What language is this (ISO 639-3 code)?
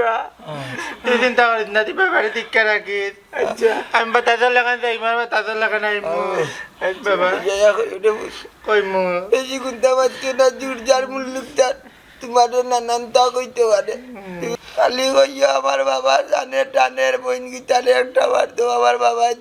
syl